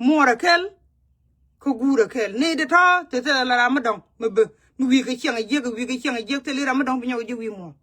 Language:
Nuer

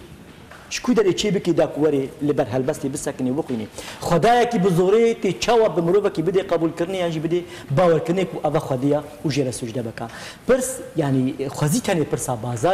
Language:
Kurdish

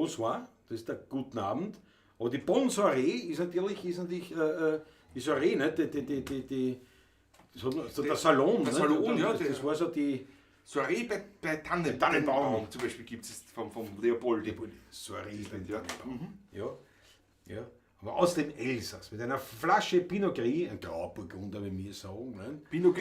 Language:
Bavarian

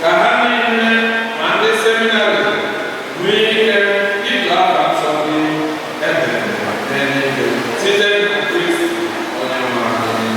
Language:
Igbo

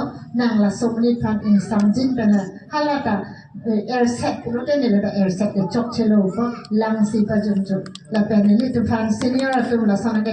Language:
Karbi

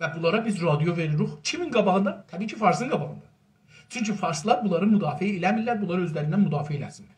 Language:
South Azerbaijani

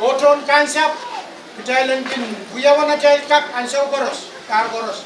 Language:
Pohnpeian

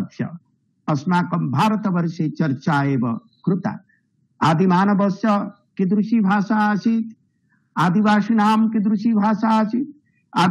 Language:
Sanskrit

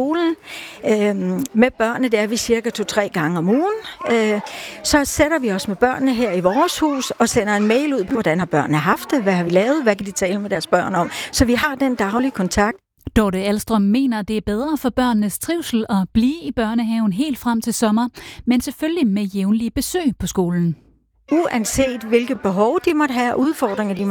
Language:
Danish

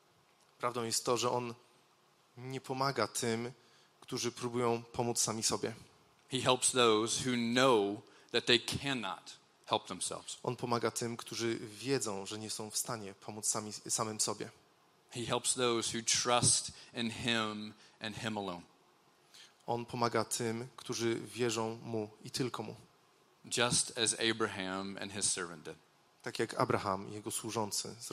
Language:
Polish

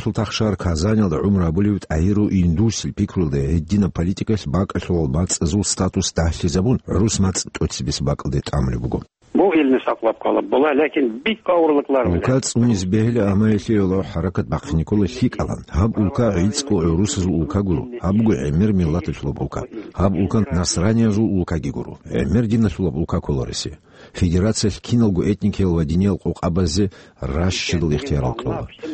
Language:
Avaric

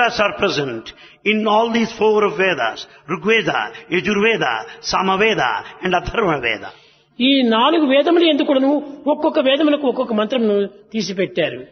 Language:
Telugu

